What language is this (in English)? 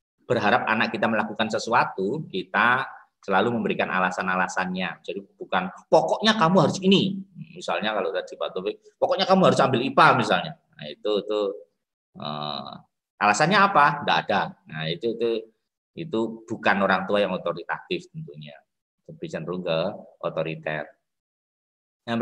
Indonesian